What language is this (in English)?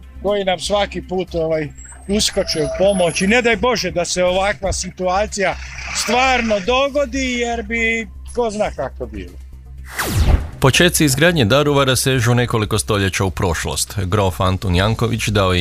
Croatian